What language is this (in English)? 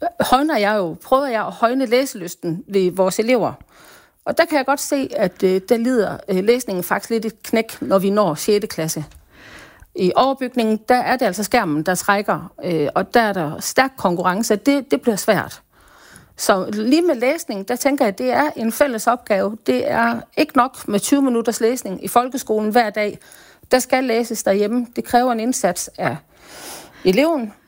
Danish